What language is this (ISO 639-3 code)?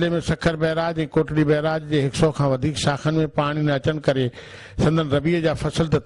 snd